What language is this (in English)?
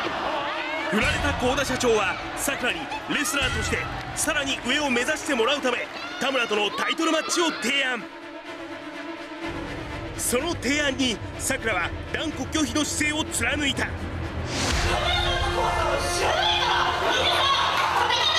Japanese